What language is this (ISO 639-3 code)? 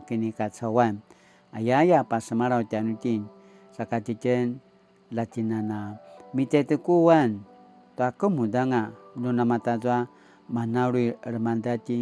pwn